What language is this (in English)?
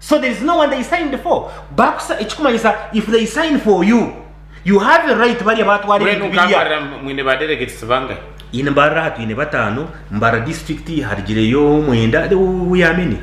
Nyankole